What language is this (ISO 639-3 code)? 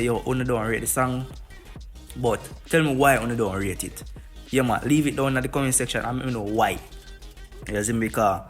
jam